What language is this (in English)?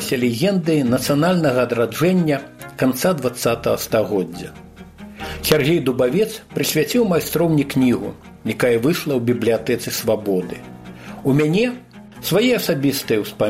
Belarusian